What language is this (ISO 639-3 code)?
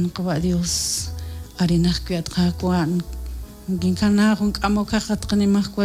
kek